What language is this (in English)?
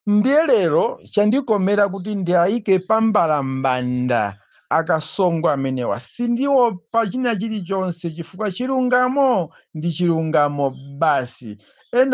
Nyanja